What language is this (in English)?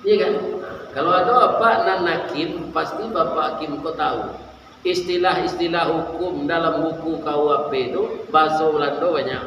Minangkabau